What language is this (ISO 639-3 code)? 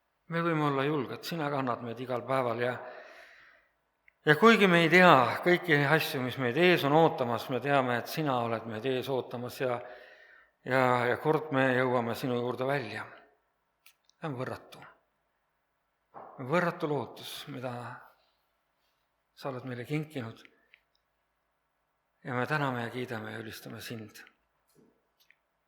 est